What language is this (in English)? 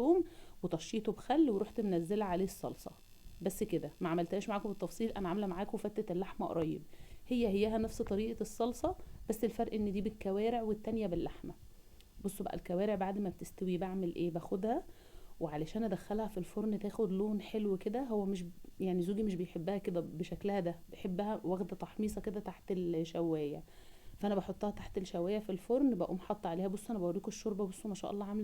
Egyptian Arabic